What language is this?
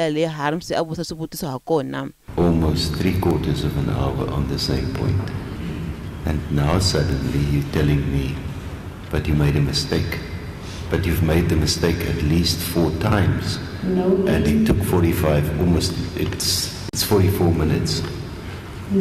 Tsonga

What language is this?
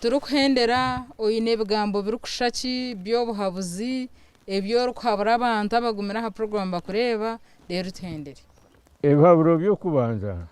Nyankole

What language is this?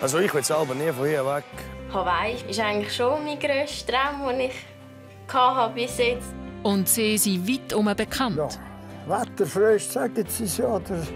Swiss German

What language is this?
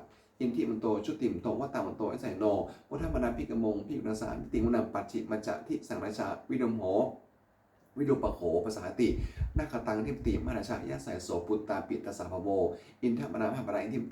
Pali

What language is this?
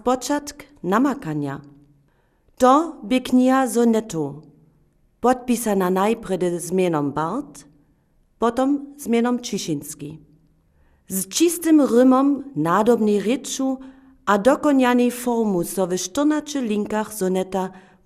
Upper Sorbian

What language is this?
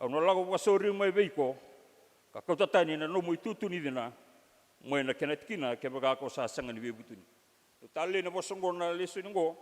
Fijian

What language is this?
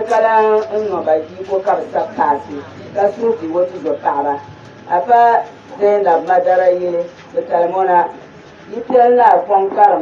Dagbani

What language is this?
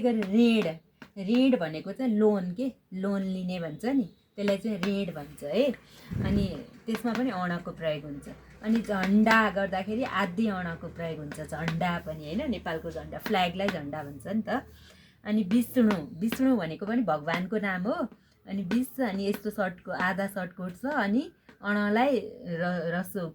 Nepali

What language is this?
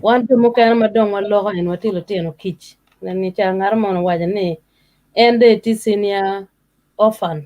Acoli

